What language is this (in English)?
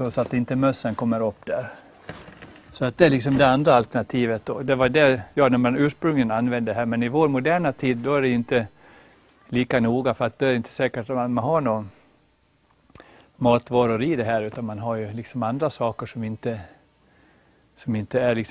Swedish